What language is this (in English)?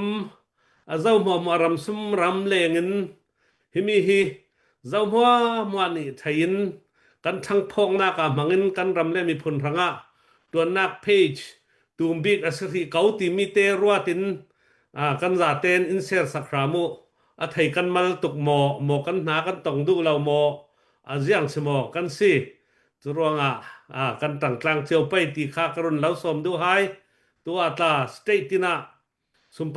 Hakha Chin